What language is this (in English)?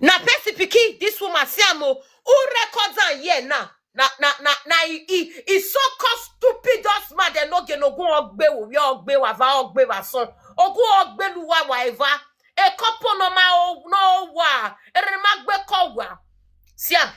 Nigerian Pidgin